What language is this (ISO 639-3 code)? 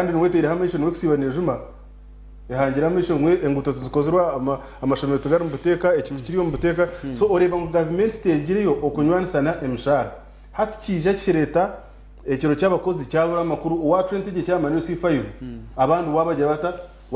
nyn